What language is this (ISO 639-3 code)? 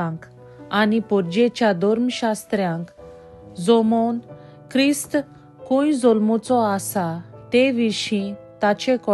kok